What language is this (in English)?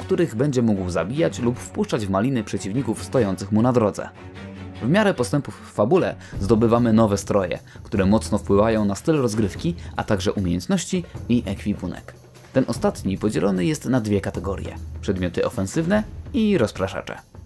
Polish